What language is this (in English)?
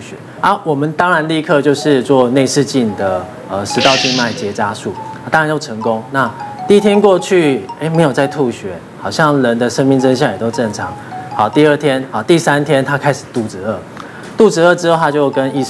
Chinese